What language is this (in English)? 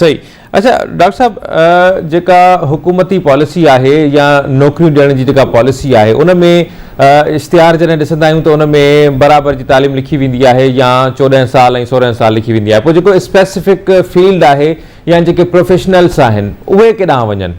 Sindhi